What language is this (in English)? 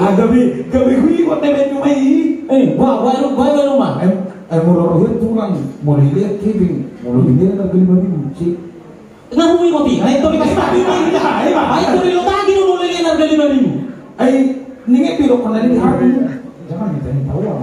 Batak Toba